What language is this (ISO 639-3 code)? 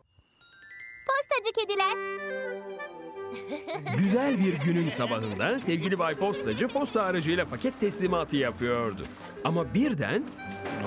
tur